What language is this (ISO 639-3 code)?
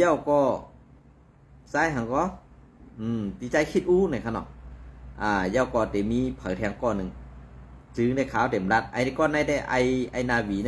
shn